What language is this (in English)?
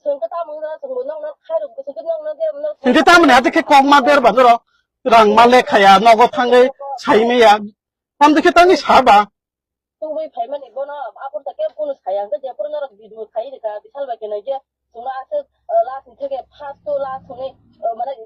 Kok Borok